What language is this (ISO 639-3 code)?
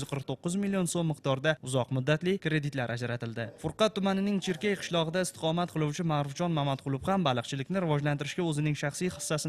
uzb